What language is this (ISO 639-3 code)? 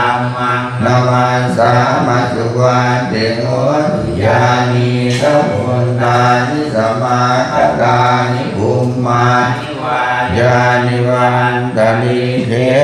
pli